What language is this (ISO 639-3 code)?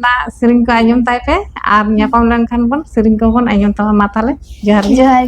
sat